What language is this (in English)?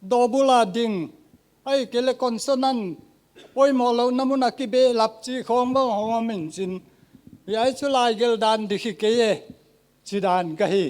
Paite Chin